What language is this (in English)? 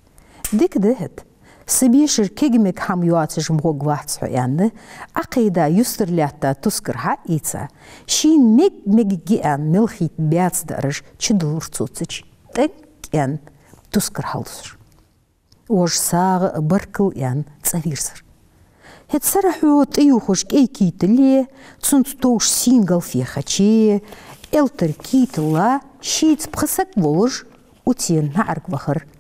Ingush